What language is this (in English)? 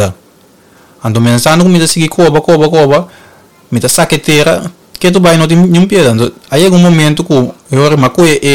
Papiamento